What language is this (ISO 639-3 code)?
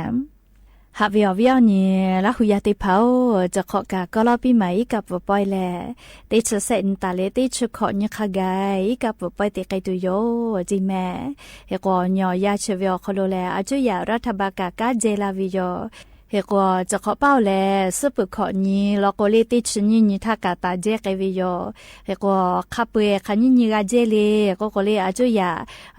lhu